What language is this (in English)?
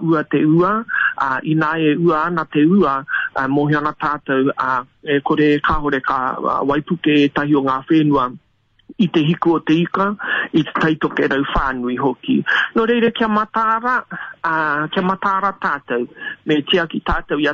Māori